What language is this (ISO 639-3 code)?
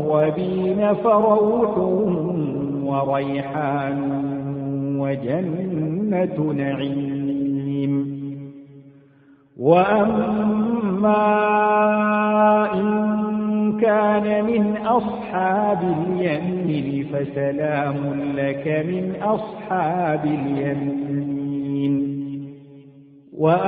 ara